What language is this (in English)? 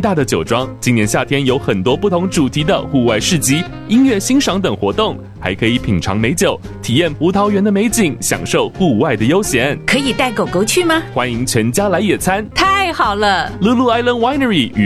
Chinese